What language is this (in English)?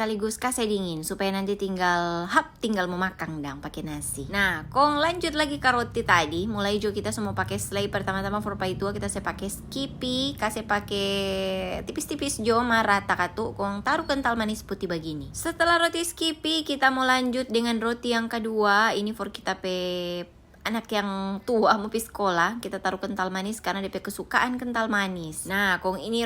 Manado Malay